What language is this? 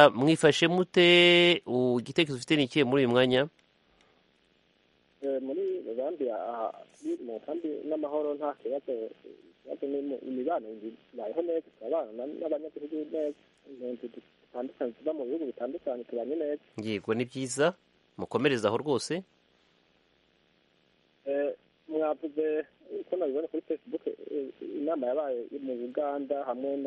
Kinyarwanda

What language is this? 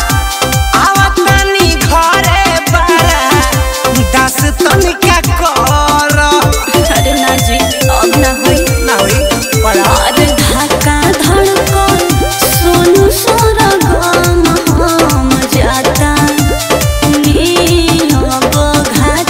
Bhojpuri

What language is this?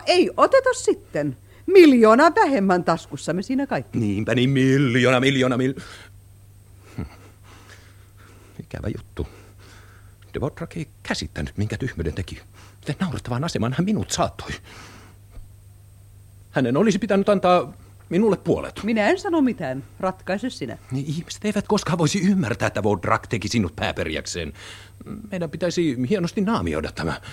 Finnish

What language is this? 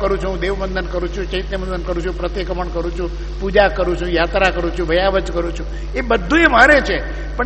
Gujarati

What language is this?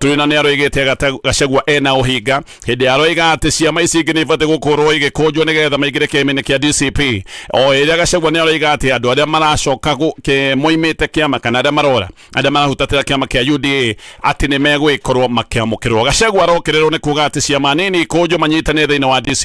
Kikuyu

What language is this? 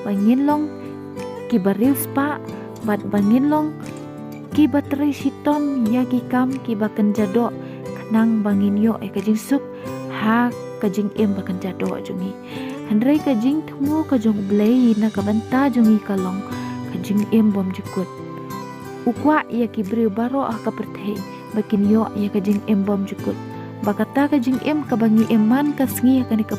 Khasi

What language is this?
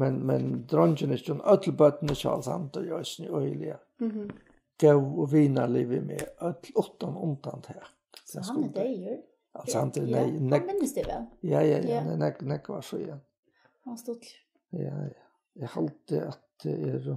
Faroese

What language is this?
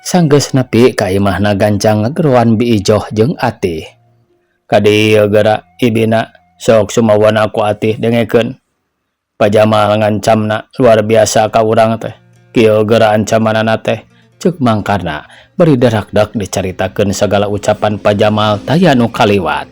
Sundanese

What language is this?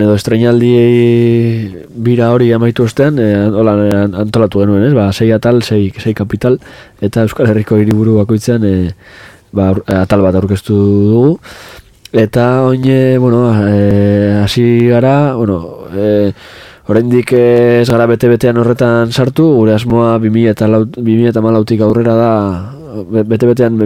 Basque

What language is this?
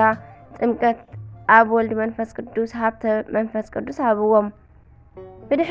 Tigrinya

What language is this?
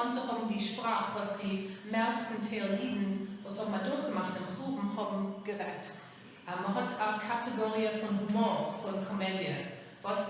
Yiddish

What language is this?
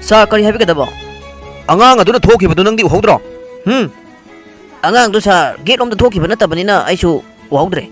Manipuri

